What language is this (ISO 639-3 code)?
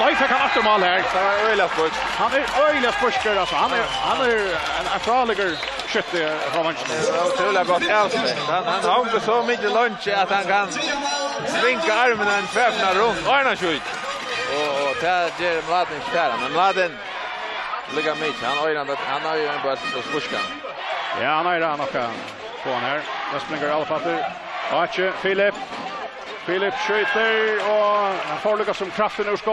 fao